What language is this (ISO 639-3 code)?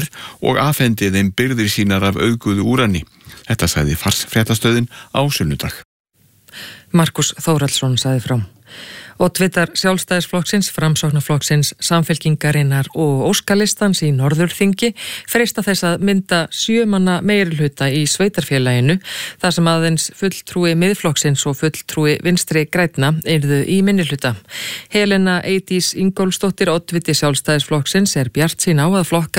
isl